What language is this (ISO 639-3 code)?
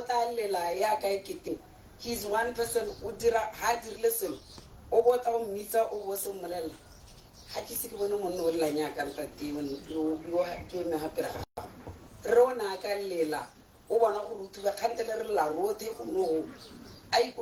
tsn